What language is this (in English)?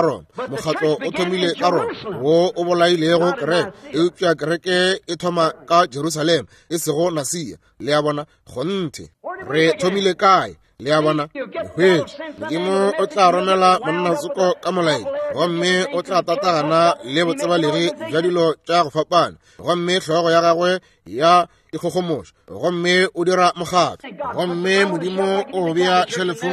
Northern Sotho